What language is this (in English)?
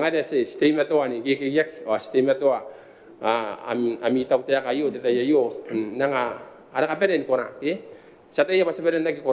Gilbertese